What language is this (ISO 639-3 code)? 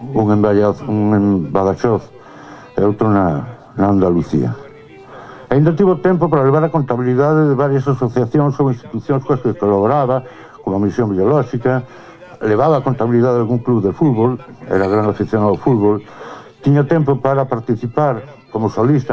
glg